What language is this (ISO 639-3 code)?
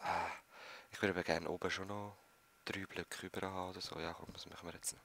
gsw